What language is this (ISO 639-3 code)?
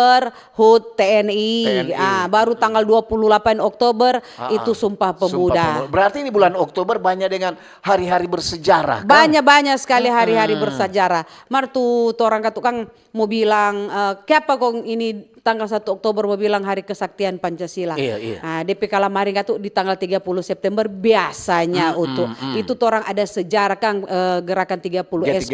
xmm